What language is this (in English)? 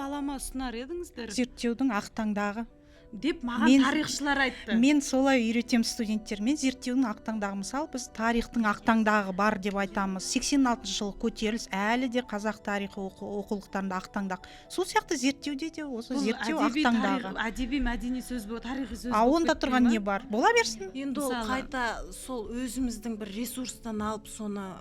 Kazakh